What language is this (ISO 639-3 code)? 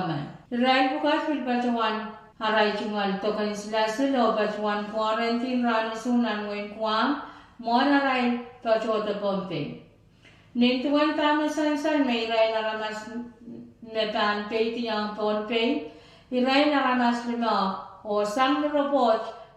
pon